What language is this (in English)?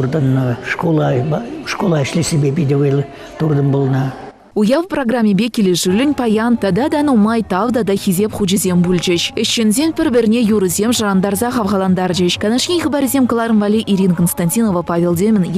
Chuvash